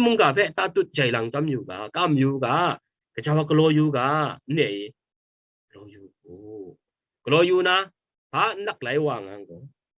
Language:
Kachin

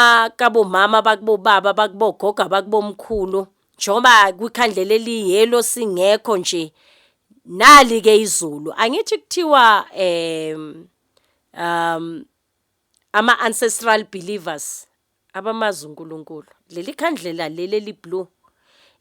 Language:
Zulu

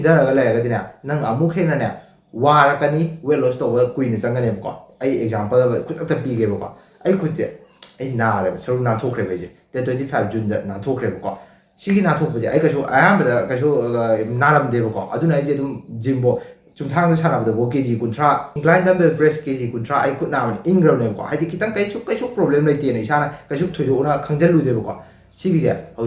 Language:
Manipuri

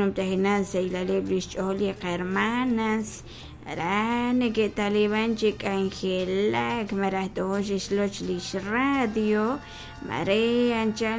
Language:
Kekchí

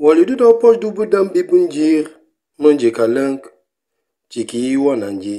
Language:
Mankanya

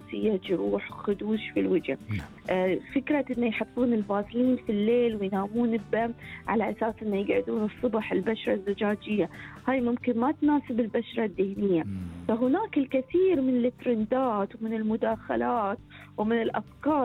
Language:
Gulf Arabic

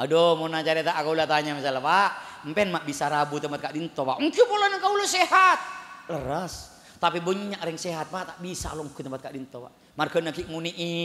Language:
Madurese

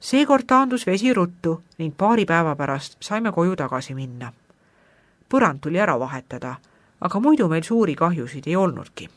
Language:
Estonian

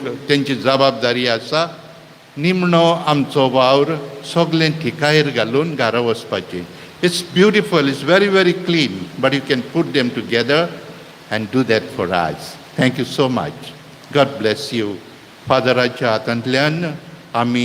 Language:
Konkani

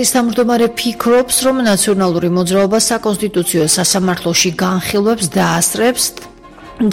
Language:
Georgian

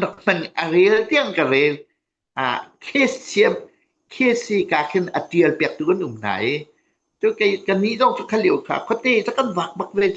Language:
Hakha Chin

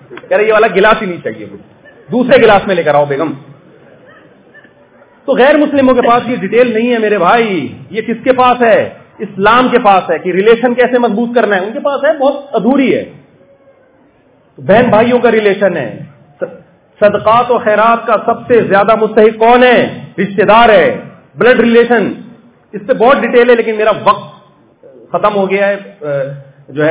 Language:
Urdu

